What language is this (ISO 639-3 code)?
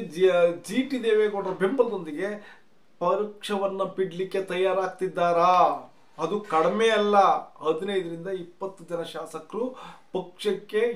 kan